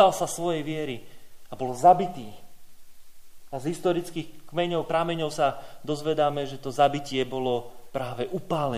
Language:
Slovak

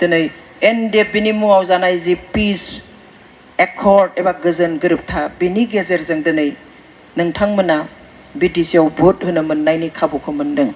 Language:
Bodo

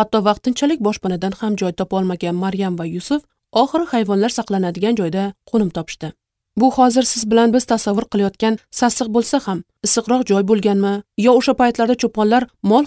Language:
Uzbek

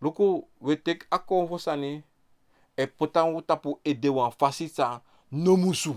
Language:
Sranan Tongo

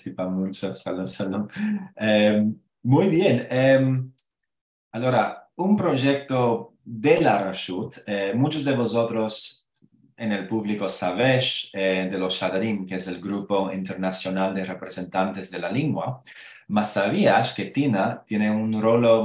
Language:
Ladino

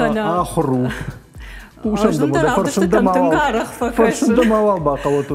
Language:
Ossetic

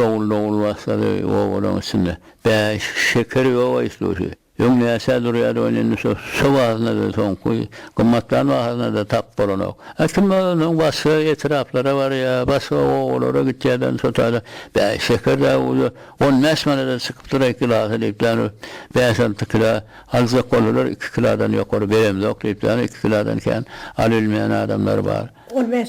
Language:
Turkmen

